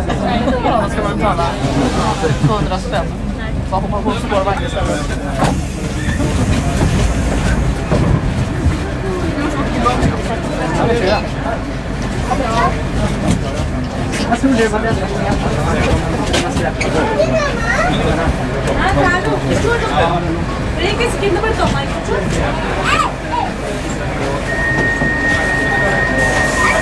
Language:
Swedish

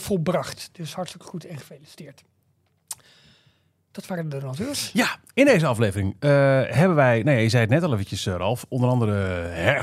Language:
Dutch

